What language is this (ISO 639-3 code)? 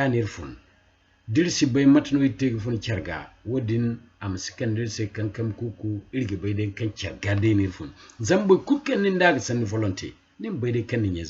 dje